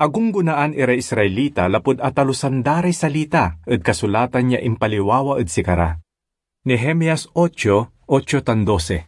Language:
Pangasinan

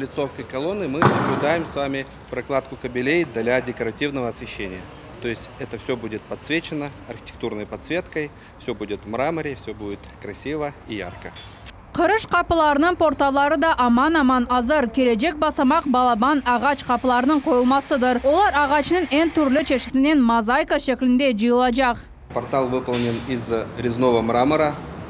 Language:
Crimean Tatar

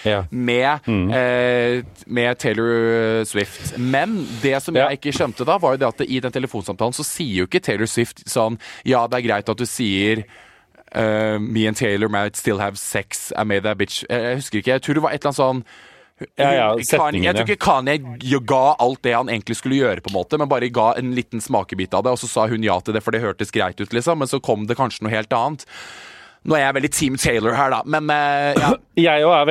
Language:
Norwegian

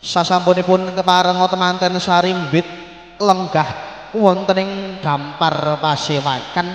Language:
Javanese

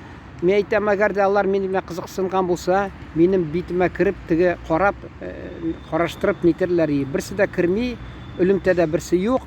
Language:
Tatar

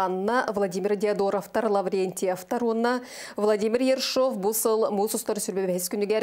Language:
Yakut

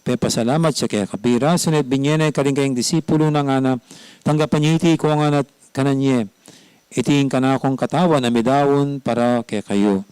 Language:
Pampanga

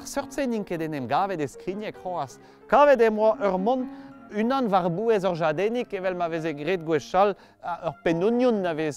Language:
Breton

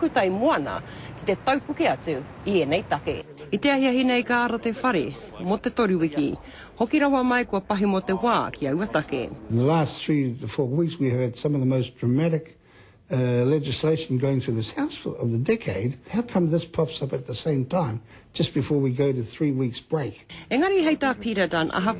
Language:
Māori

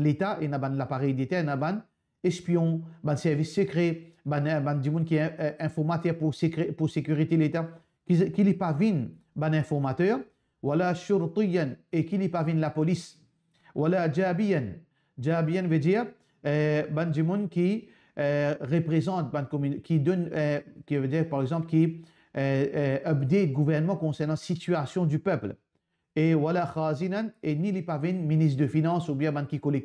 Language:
Morisyen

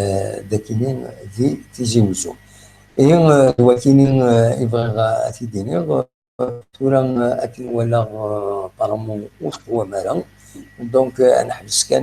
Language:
Kabyle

